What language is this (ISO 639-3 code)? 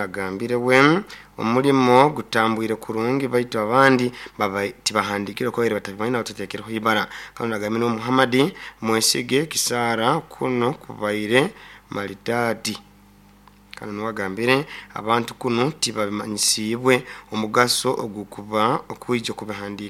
nyn